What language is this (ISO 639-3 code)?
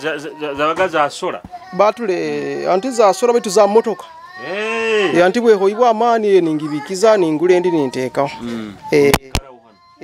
nyo